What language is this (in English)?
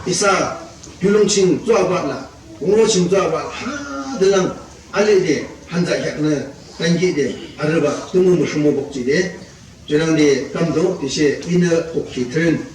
Yimchungru Naga